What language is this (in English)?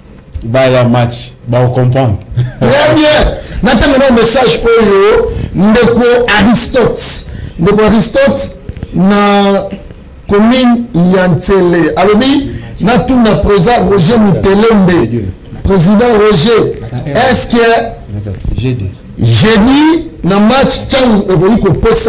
Lingala